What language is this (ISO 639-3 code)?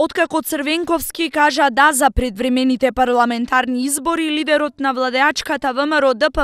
mkd